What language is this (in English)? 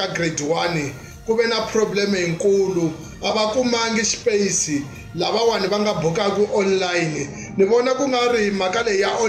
Tsonga